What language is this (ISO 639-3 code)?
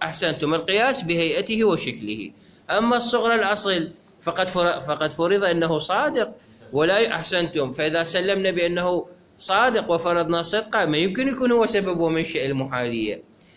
acm